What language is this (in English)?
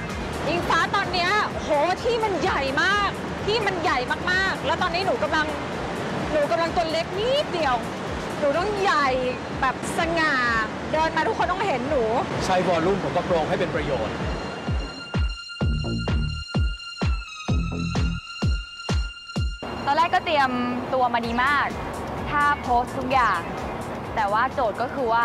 Thai